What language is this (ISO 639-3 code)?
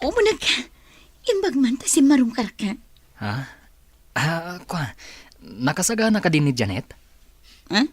ilo